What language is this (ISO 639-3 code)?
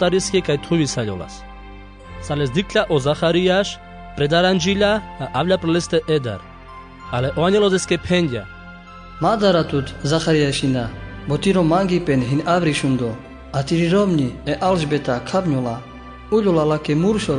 rmc